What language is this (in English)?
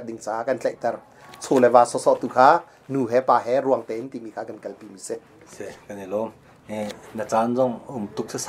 Hakha Chin